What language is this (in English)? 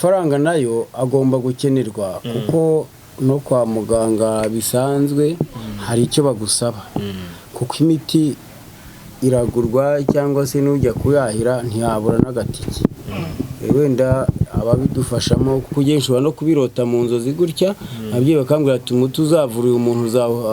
Kinyarwanda